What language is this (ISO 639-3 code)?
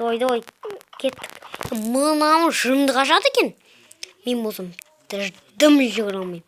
kaz